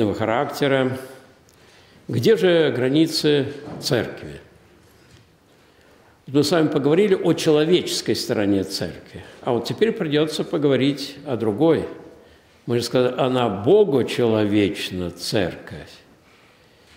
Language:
Russian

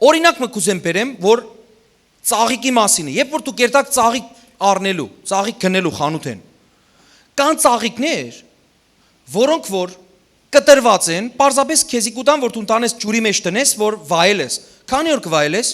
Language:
Western Armenian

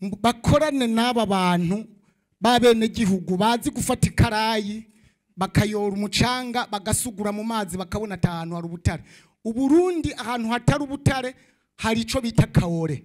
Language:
Rundi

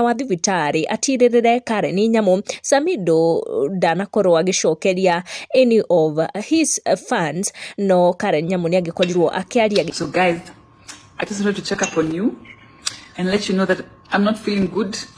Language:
Kikuyu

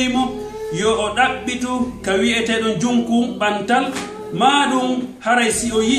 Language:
Pular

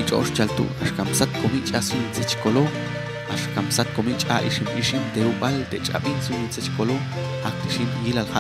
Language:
Popti'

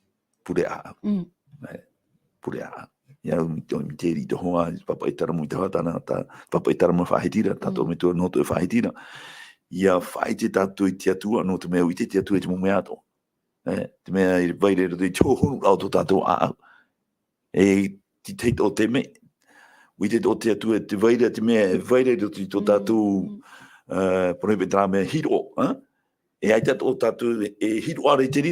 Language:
Tahitian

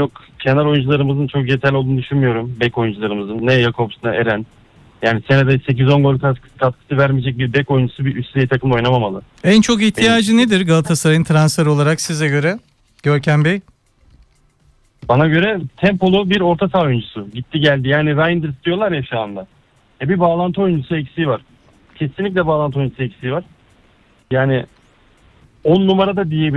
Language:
Turkish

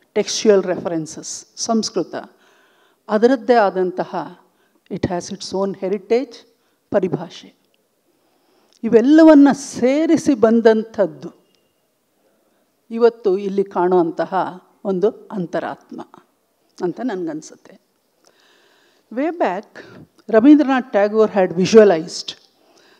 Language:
Kannada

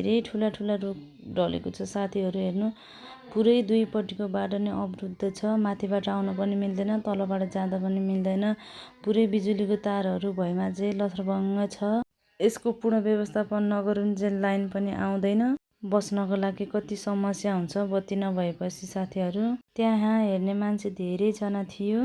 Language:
Nepali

